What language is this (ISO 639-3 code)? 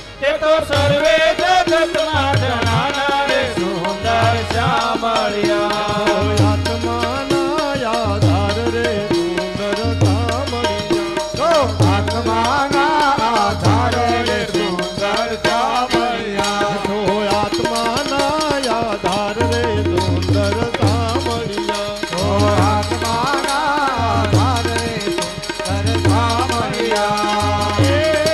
guj